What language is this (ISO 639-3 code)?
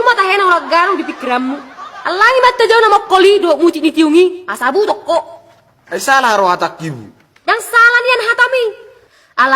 bbc